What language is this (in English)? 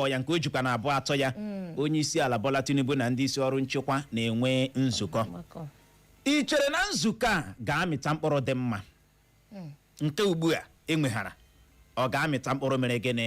Igbo